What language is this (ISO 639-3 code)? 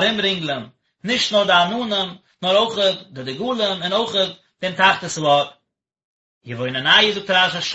yid